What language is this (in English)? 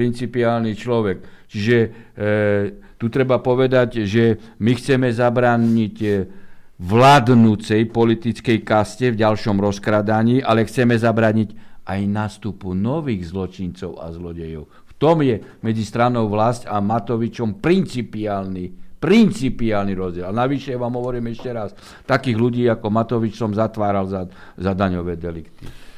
Slovak